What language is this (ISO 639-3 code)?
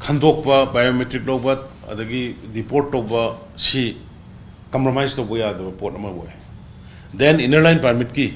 mni